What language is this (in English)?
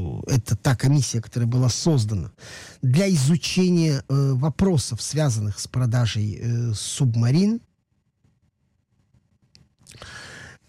Russian